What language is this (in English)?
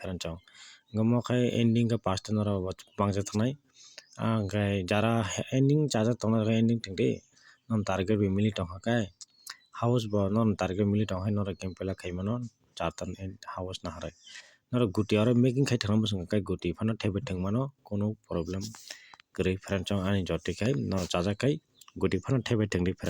Kok Borok